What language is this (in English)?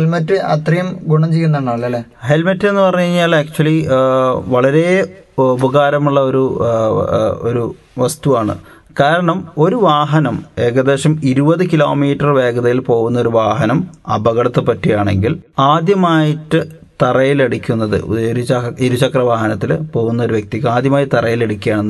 Malayalam